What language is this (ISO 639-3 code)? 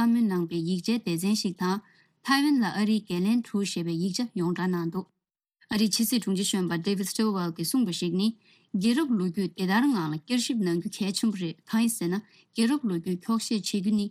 bod